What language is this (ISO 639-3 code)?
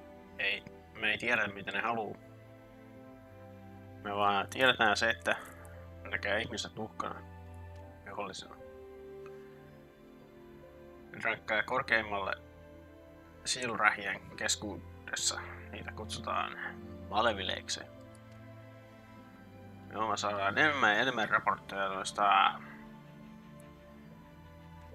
fin